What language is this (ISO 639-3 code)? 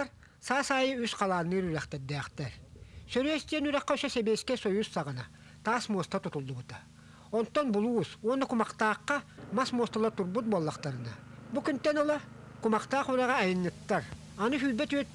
sah